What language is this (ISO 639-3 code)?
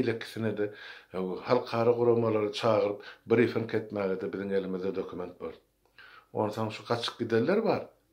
tuk